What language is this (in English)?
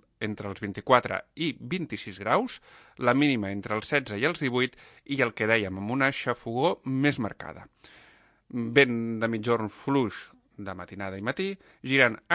Catalan